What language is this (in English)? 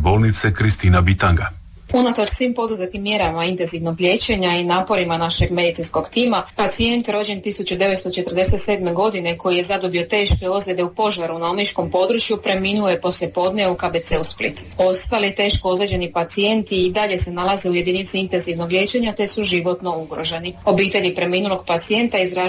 Croatian